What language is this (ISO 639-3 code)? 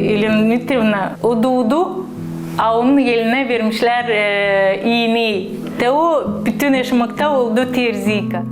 gag